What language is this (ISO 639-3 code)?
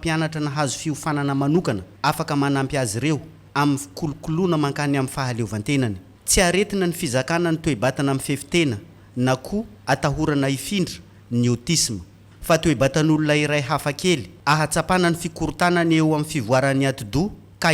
mlg